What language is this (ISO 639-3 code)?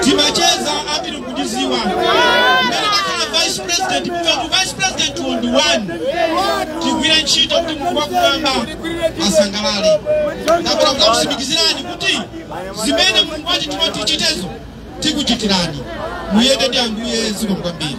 nya